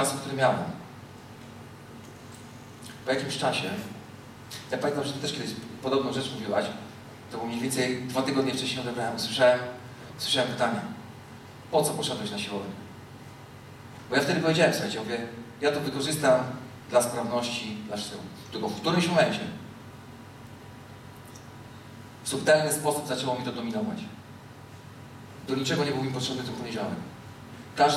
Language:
Polish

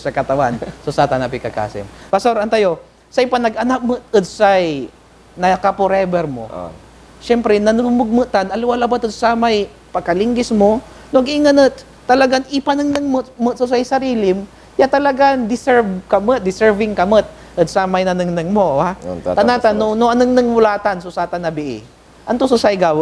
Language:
Pangasinan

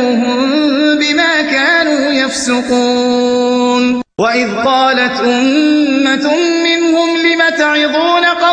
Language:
Arabic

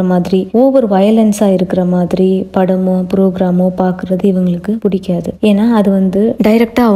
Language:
Tamil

